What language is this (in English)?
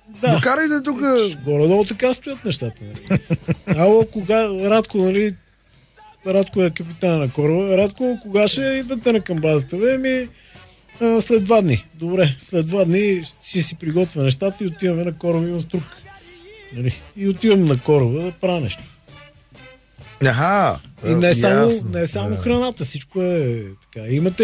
Bulgarian